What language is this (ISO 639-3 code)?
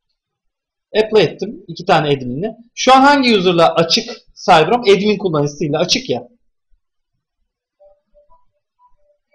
tur